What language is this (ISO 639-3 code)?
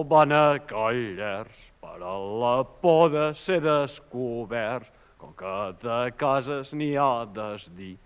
cat